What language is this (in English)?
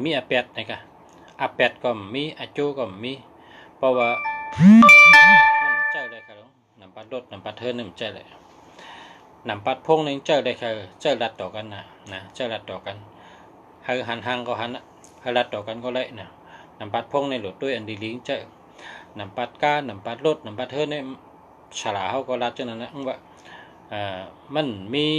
Shan